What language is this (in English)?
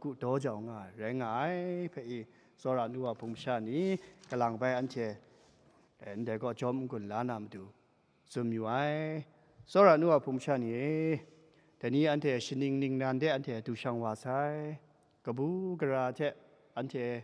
Kachin